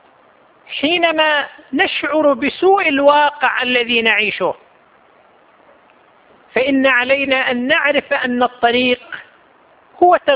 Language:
Arabic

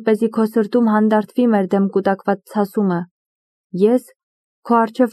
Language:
Armenian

